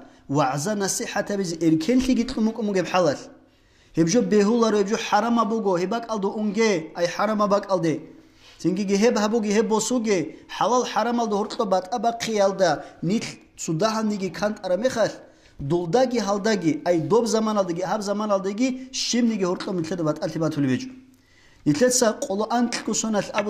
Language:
Avaric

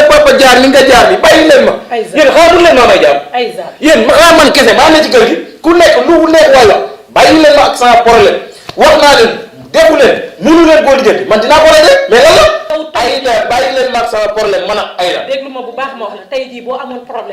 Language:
Wolof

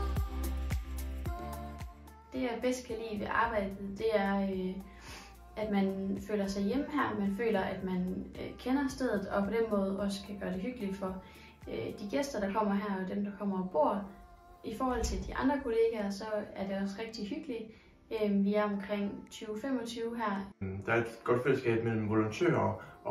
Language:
Danish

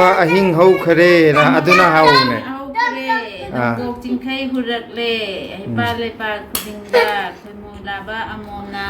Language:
Manipuri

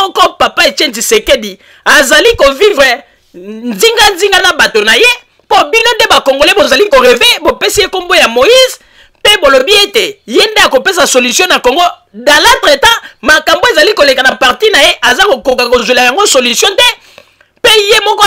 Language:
Lingala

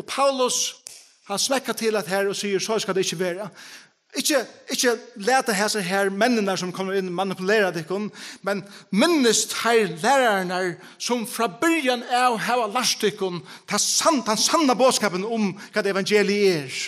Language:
Faroese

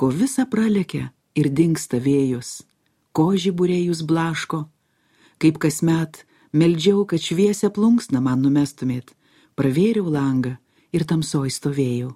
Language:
Lithuanian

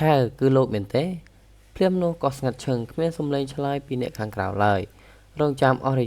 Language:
Khmer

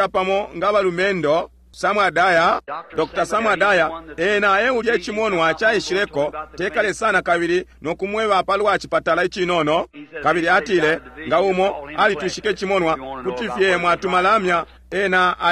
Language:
Bemba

